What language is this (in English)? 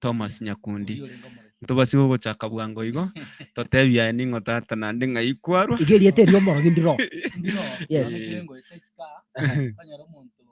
Gusii